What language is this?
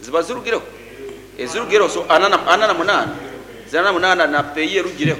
Nyankole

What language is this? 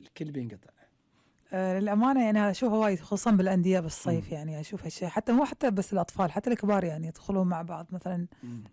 Gulf Arabic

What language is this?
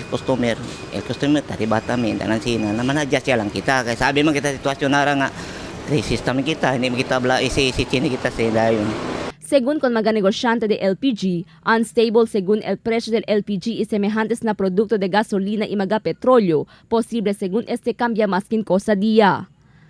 Chavacano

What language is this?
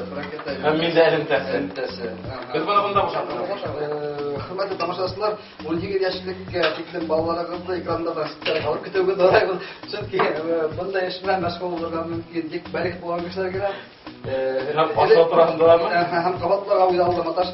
Bashkir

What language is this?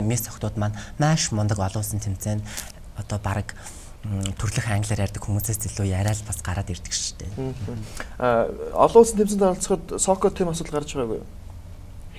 Mongolian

